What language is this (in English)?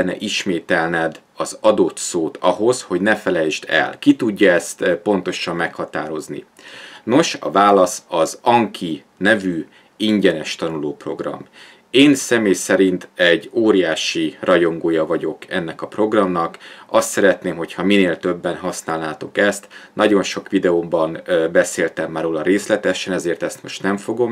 Hungarian